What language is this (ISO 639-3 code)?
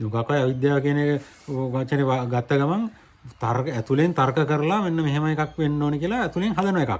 sin